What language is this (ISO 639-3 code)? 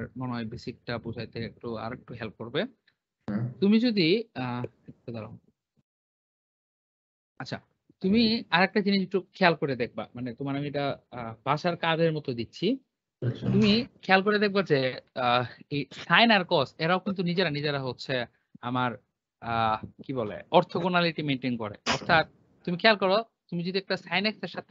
ben